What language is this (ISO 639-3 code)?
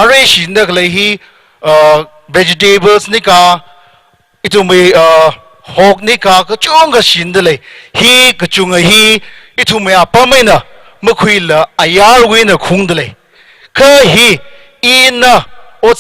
nmf